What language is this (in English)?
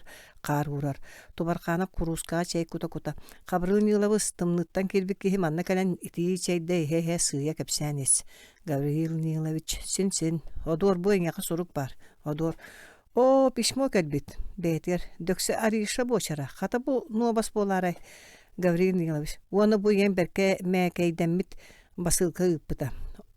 Yakut